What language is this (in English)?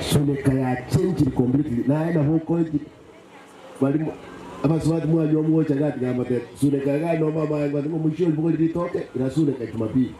Gusii